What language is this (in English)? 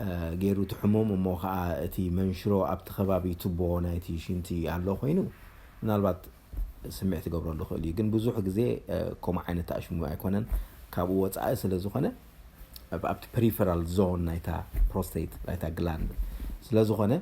Tigrinya